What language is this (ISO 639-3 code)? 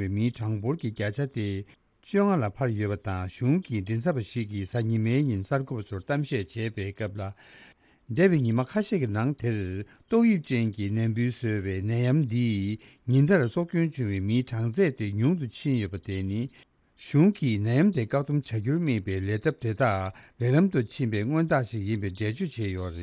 bod